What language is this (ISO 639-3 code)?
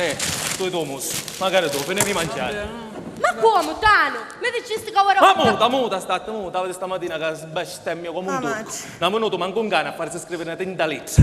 scn